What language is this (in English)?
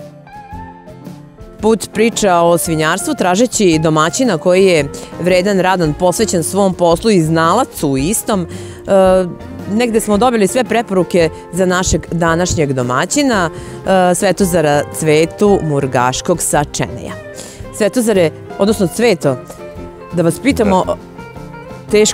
Serbian